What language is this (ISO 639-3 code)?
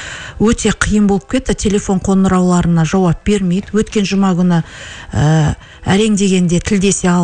kaz